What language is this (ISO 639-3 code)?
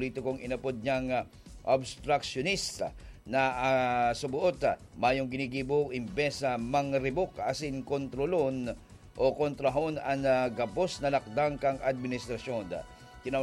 bik